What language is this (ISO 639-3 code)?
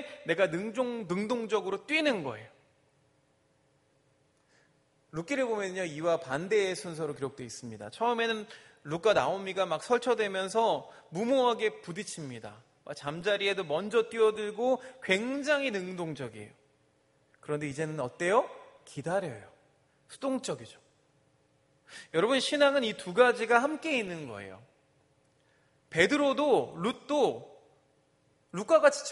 kor